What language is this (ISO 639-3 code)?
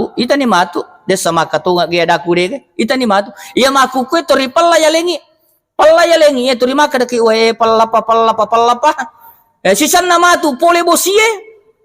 bug